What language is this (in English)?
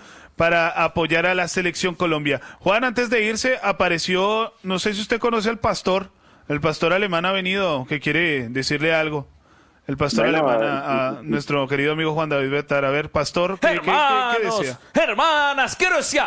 Spanish